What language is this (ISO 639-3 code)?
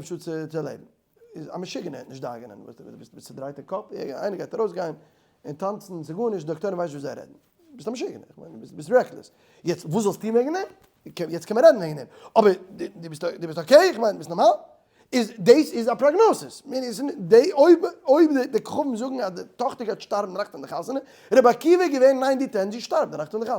yid